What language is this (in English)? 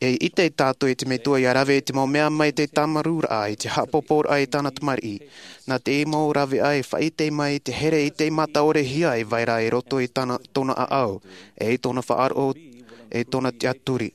Tahitian